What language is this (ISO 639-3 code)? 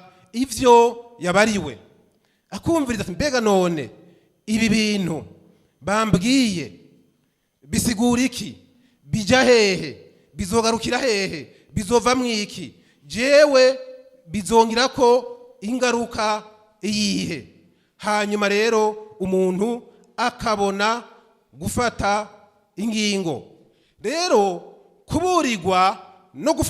run